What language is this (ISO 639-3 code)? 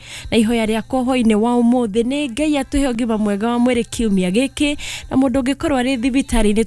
kik